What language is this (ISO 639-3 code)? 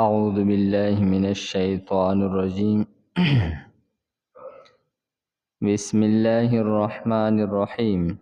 pus